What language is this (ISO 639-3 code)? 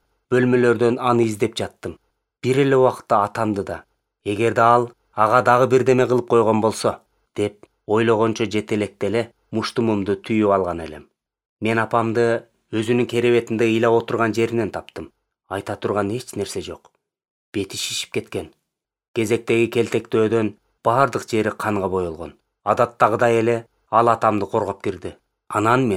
kir